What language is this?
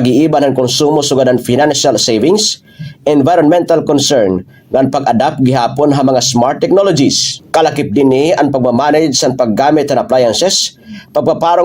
Waray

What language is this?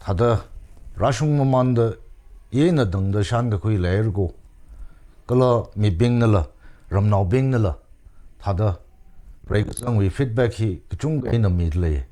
Tangkhul Naga (India)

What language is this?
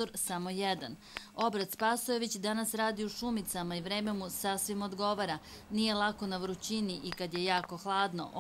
Serbian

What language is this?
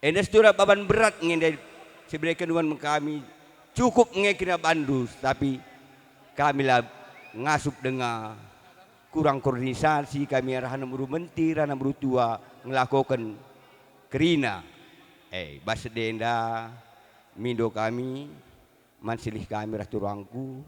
Batak Karo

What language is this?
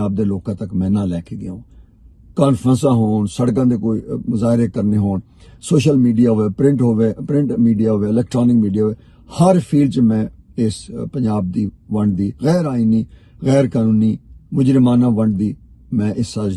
Western Panjabi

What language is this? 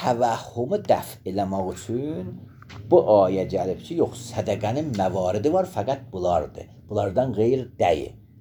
Azerbaijani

